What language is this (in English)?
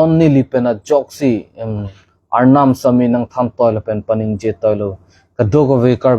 Karbi